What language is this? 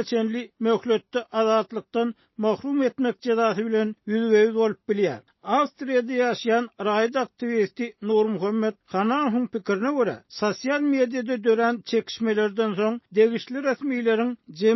Turkmen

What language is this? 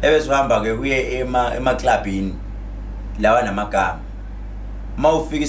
Zulu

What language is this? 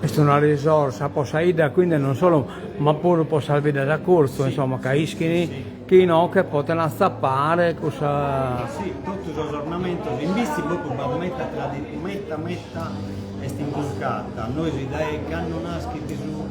Sardinian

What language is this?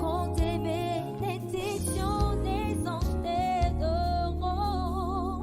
Ewe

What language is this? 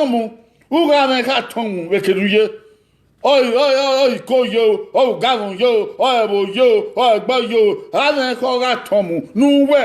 Bini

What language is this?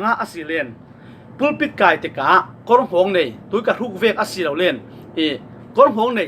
Falam Chin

